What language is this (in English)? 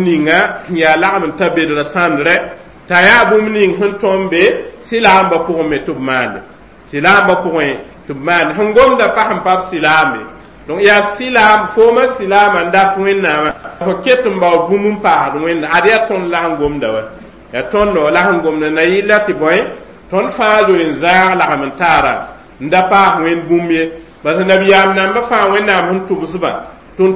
Mossi